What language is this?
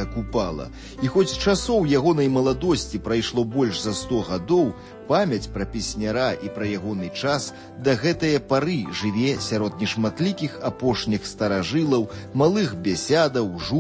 Belarusian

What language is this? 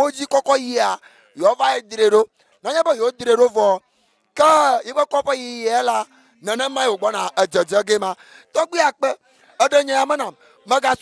Ewe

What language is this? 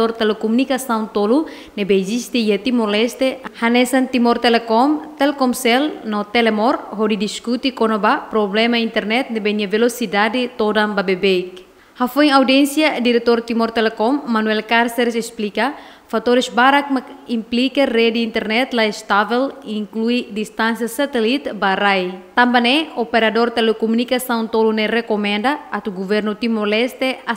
Tetum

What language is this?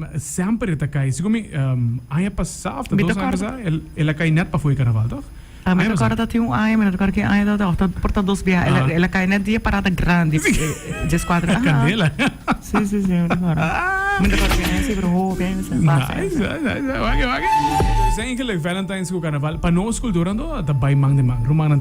Papiamento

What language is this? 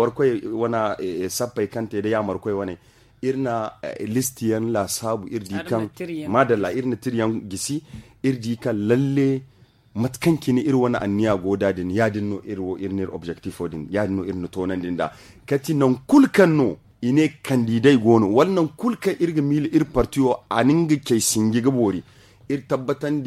Zarma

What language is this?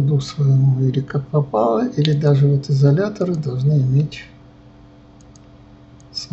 Russian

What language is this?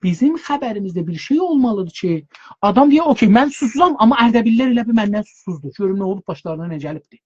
South Azerbaijani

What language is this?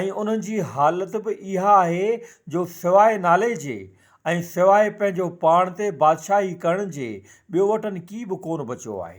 Sindhi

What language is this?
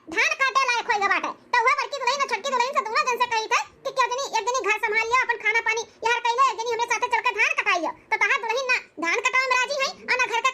Awadhi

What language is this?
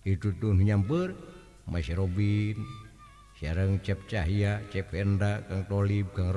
Sundanese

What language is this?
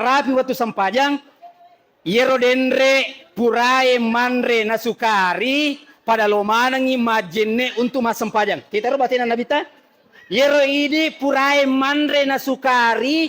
Buginese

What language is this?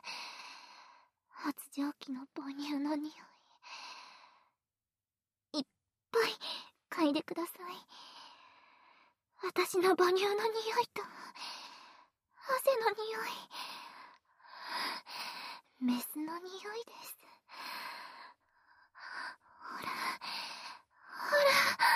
Japanese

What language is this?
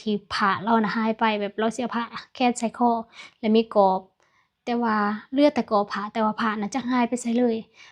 Lao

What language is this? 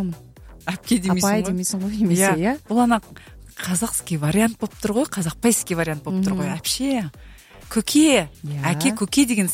Kazakh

